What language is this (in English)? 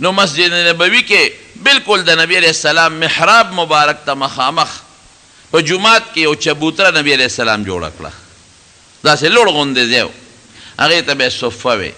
Pashto